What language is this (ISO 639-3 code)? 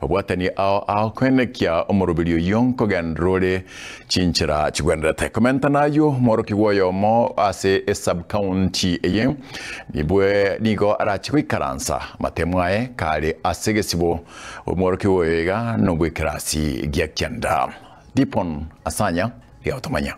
guz